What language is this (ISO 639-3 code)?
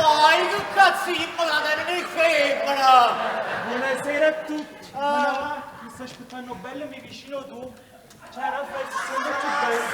nap